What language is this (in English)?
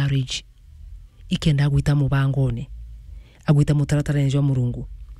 Meru